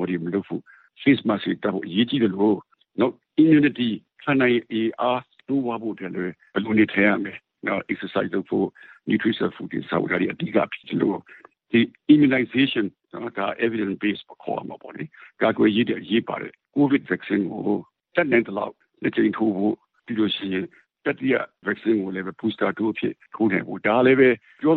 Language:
Burmese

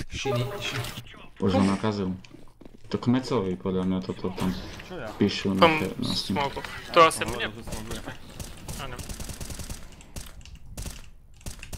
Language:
Slovak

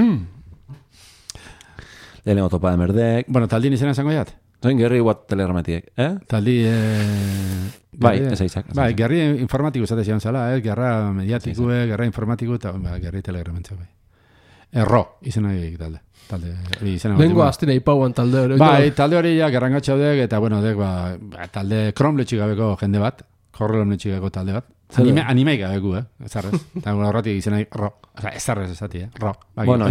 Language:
Basque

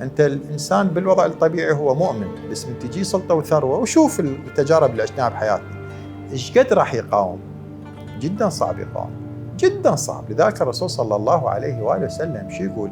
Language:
Mesopotamian Arabic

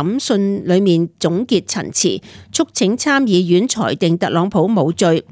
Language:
Cantonese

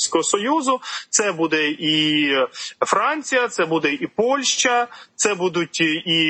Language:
Ukrainian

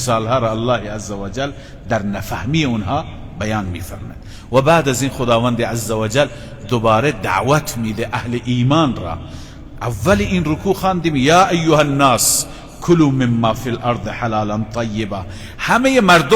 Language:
Persian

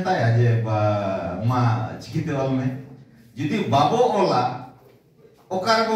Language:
Santali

